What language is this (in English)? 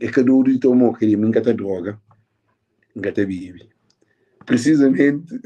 Kabuverdianu